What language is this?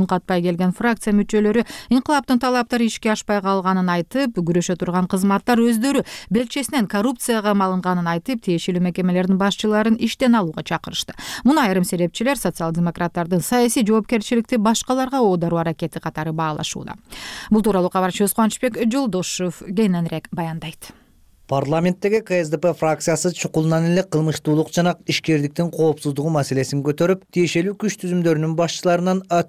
Kyrgyz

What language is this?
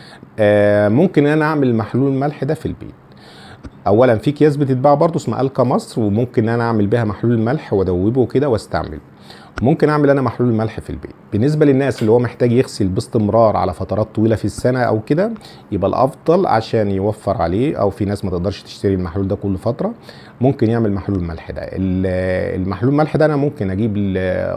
Egyptian Arabic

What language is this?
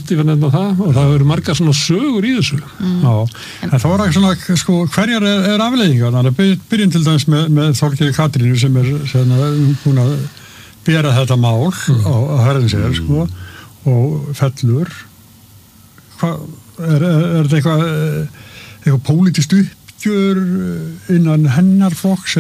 Icelandic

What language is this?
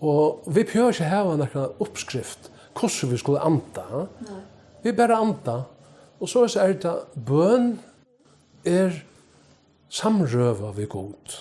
Faroese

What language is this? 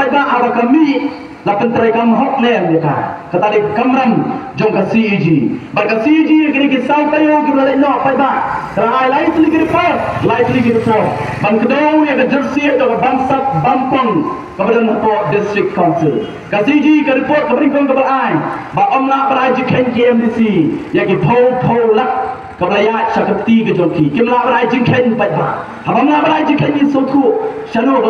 Khasi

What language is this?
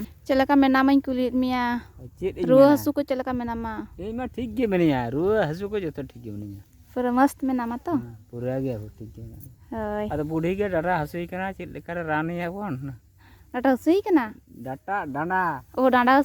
Santali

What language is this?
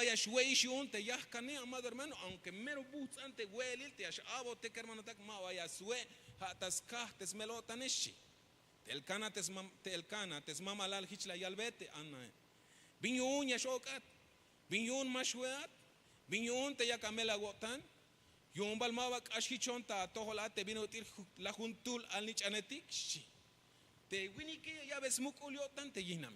Tzeltal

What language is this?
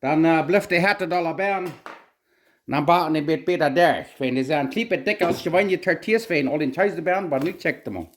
Plautdietsch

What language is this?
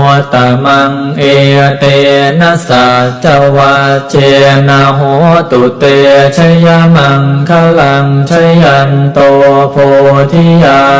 Pali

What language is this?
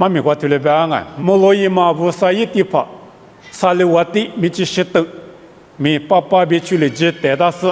Lisu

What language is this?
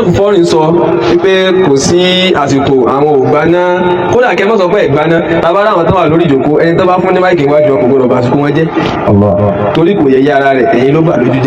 Yoruba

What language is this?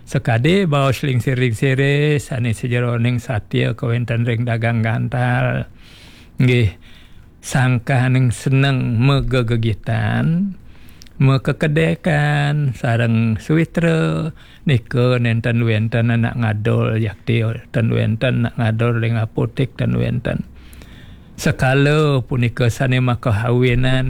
Balinese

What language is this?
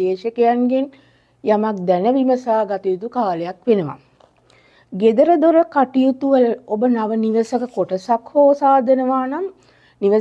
Sinhala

